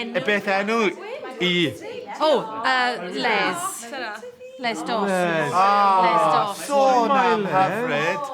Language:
Welsh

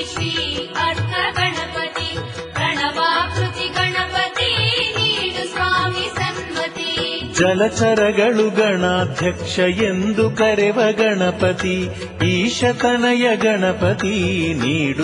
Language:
Kannada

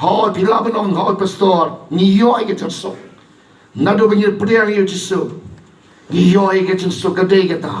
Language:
Khasi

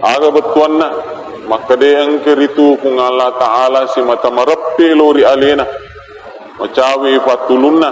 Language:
Buginese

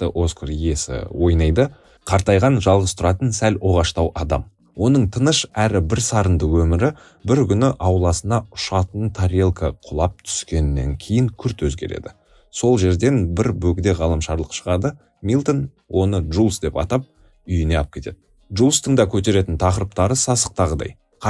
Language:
Kazakh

